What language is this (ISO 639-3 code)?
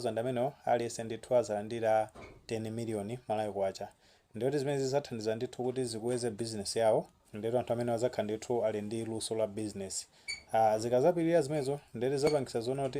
nya